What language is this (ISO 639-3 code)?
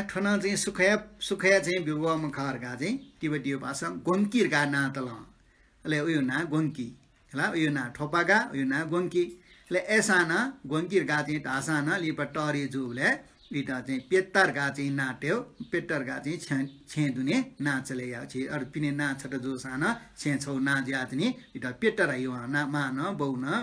new